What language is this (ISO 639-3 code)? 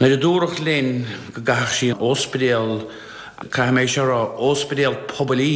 gle